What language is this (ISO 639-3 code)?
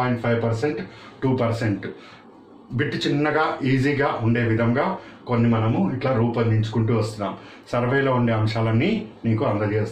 tel